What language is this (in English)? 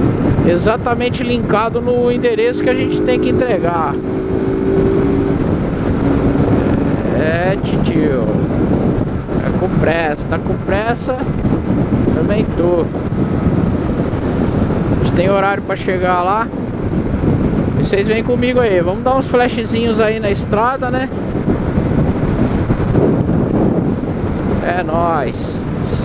Portuguese